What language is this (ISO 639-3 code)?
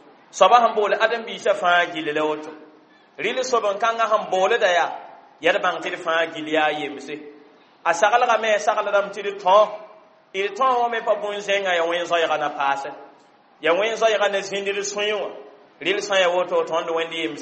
mos